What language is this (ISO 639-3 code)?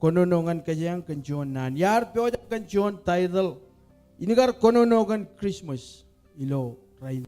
mah